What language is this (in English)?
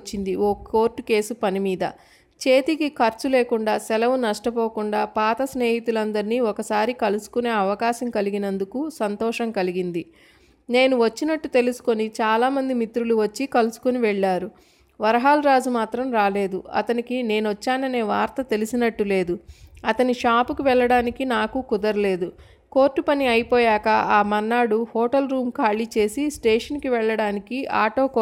Telugu